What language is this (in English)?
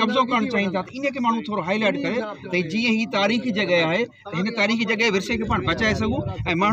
Sindhi